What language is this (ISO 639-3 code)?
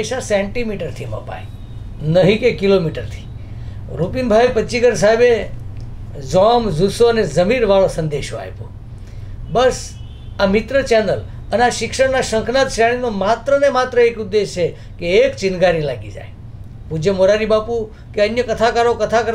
guj